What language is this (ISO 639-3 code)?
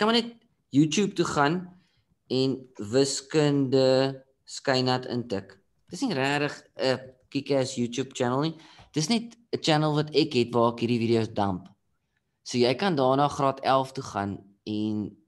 afr